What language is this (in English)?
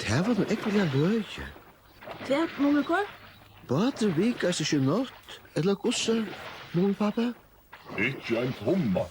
Faroese